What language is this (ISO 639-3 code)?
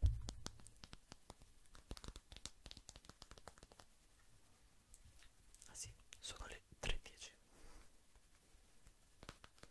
ita